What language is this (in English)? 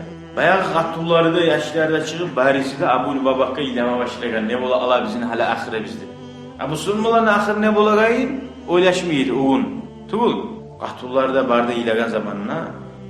Kumyk